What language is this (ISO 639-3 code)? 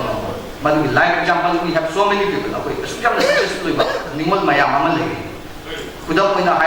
mni